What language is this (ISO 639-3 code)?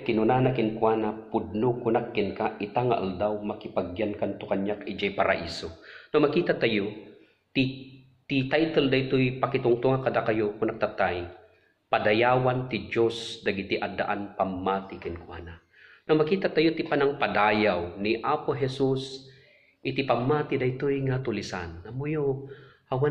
ilo